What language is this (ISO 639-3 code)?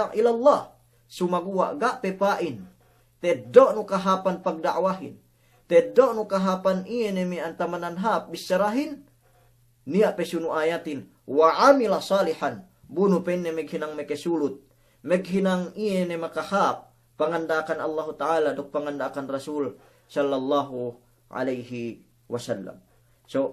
yka